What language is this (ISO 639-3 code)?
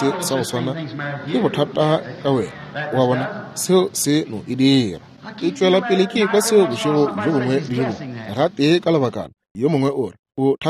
nso